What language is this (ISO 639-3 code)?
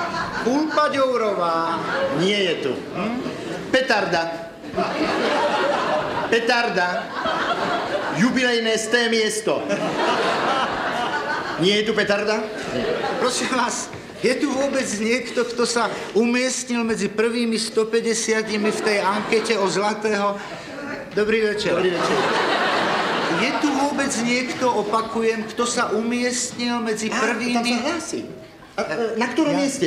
slk